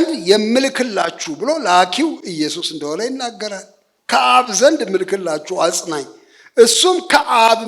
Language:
Amharic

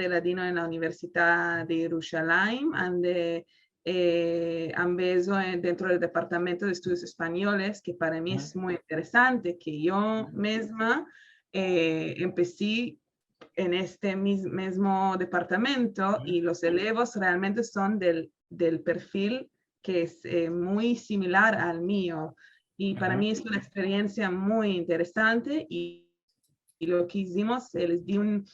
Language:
Ladino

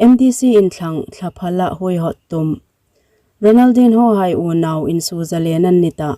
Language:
Hmar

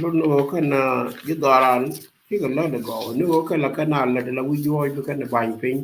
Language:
Nuer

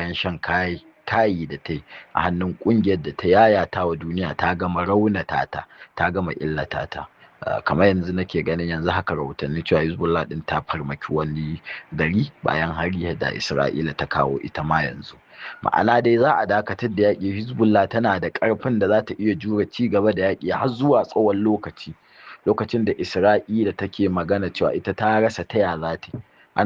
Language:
Hausa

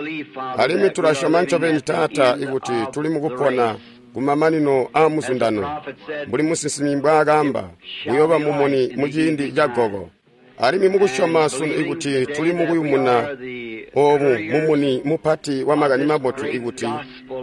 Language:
Tonga (Zambia)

